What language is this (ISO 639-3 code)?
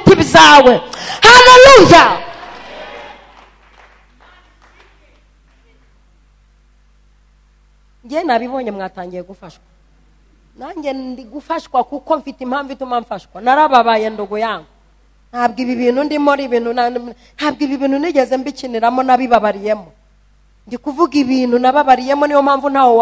kin